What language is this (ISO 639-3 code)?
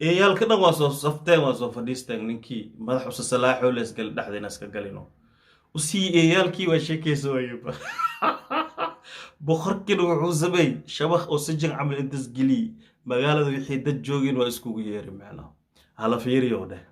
som